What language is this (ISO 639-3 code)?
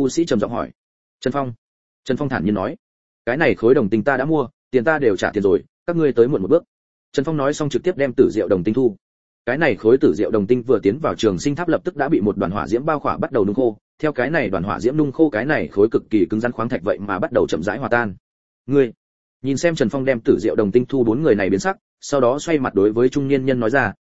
vie